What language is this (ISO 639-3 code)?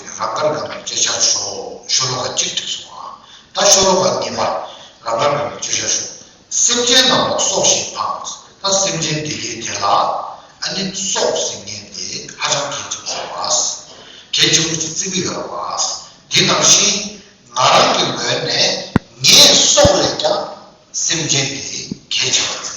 bod